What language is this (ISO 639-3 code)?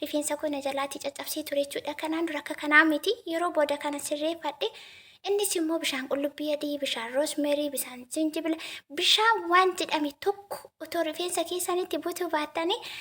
orm